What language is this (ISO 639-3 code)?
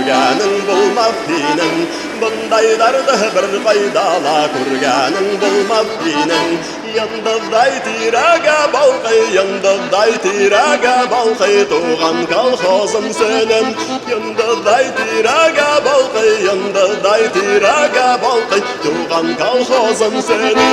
bak